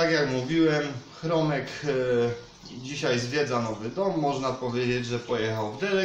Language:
Polish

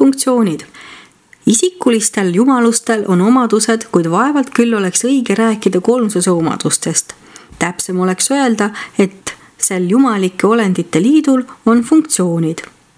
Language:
Estonian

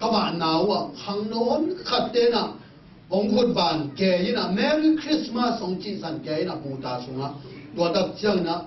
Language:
Tedim Chin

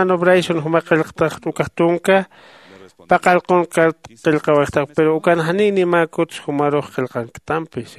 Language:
Aymara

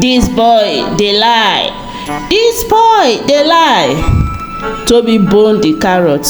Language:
Nigerian Pidgin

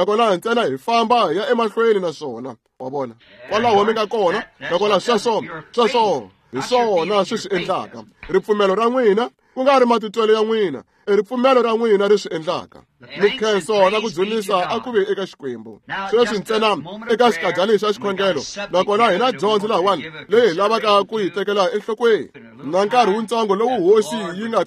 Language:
Tsonga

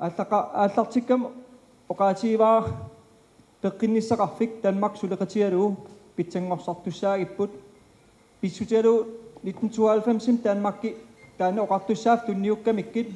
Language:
Kalaallisut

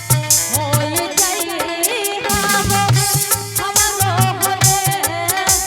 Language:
Angika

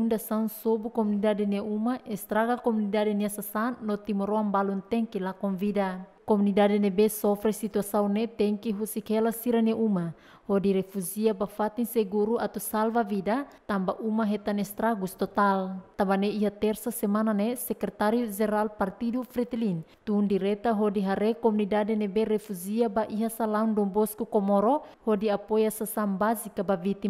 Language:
Tetum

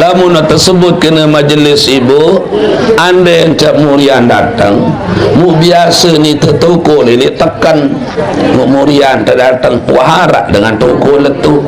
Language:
Sasak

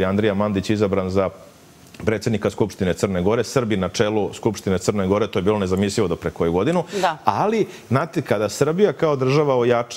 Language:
Serbian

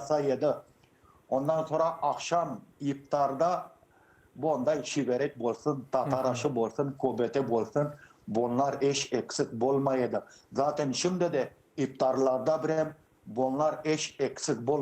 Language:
Crimean Tatar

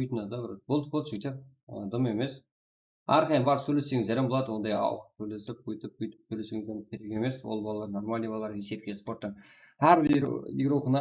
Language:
Kara-Kalpak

